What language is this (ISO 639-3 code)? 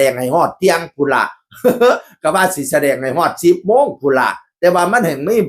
tts